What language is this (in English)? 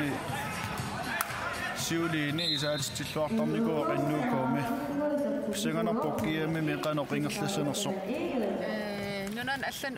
Kalaallisut